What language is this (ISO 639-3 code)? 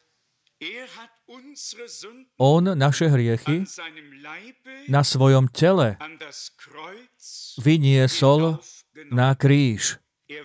slk